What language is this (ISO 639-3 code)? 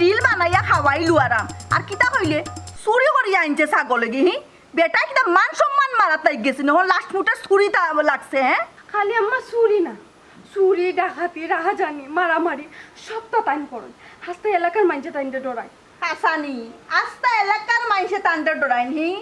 syl